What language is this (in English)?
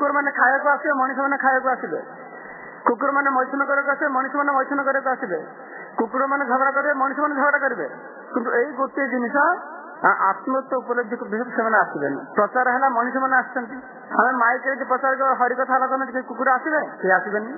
Odia